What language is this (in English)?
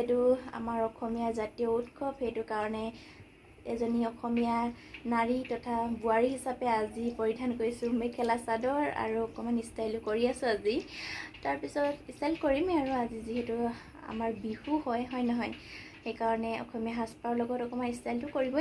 Assamese